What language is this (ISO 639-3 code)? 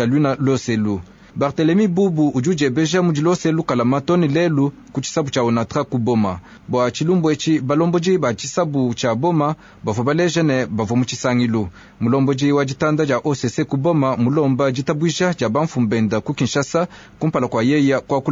lua